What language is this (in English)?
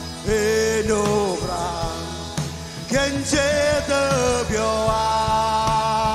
Marshallese